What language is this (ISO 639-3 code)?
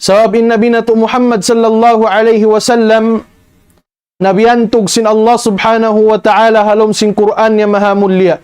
tsg